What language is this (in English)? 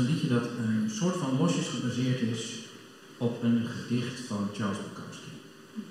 Dutch